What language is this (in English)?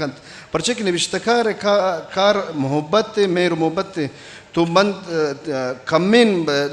Eastern Balochi